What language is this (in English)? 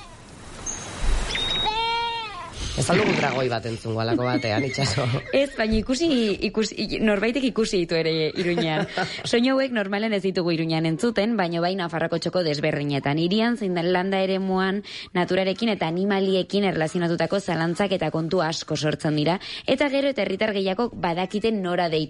Basque